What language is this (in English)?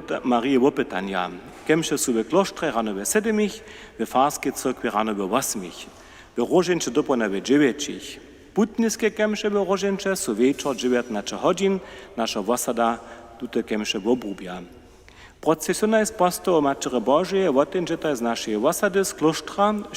Upper Sorbian